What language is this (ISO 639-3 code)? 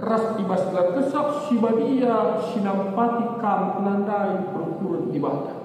btx